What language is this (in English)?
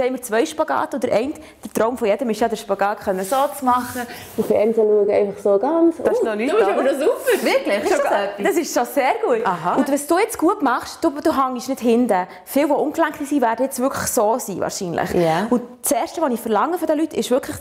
Swiss German